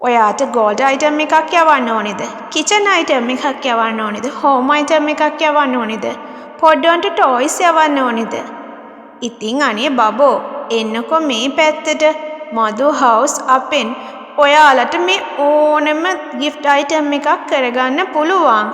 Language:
Sinhala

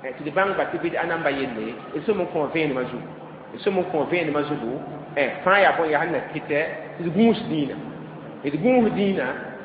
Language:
Mossi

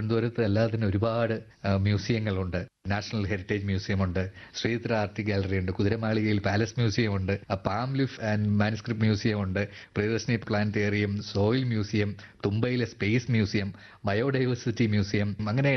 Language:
Malayalam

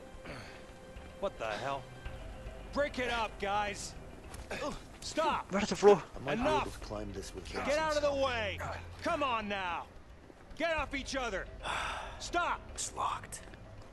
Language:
Norwegian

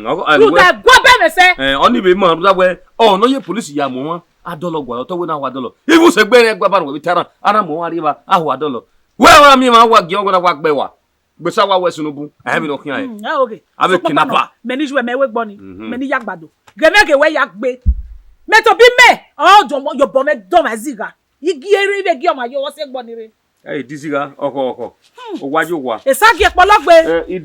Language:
Bini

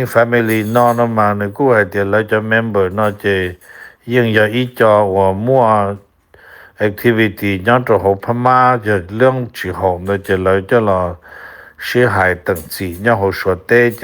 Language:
Hmong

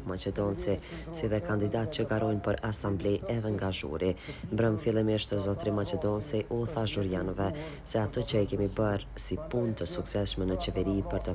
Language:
Albanian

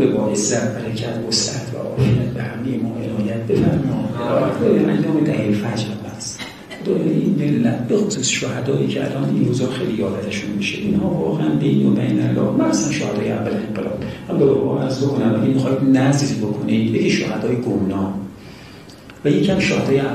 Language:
Persian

